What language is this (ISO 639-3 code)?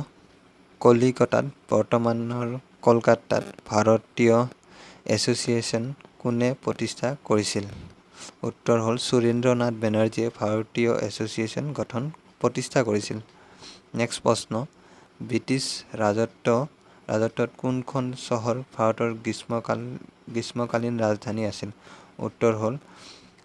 asm